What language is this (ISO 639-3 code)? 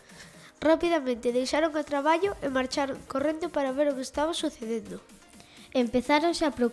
glg